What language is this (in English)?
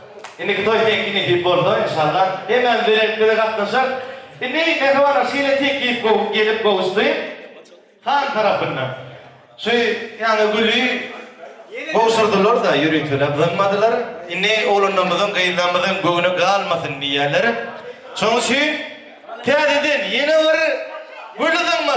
Turkmen